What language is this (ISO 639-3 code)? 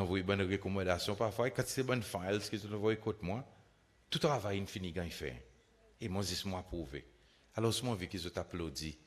crs